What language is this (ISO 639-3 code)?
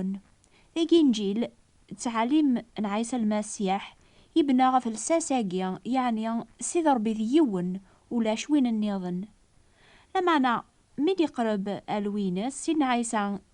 kab